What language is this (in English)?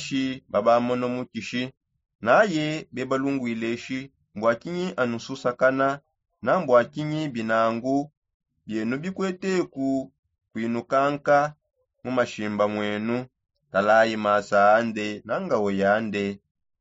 Songe